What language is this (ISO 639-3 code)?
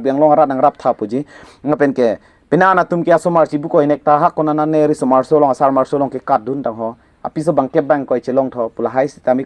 mjw